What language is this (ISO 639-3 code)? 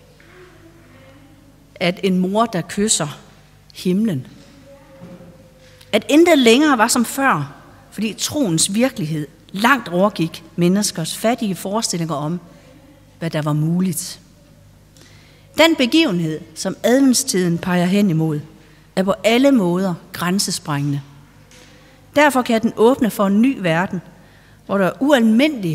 dan